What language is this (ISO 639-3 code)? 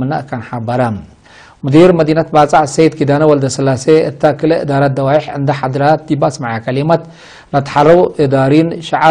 tig